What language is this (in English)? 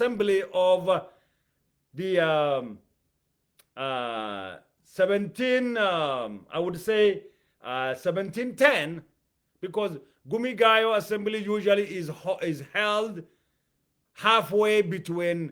English